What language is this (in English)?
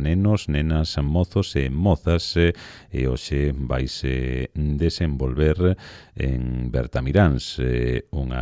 Galician